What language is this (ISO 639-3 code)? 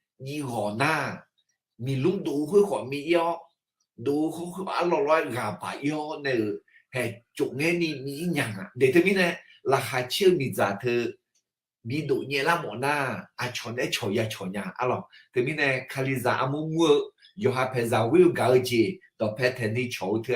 ahk